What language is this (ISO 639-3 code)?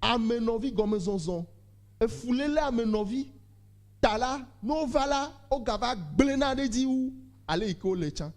ewe